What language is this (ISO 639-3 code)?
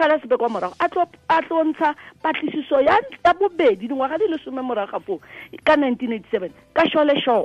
tsn